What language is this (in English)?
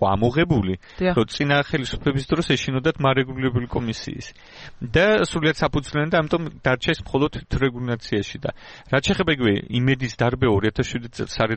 Georgian